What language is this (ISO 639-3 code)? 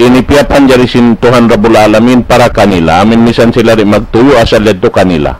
tsg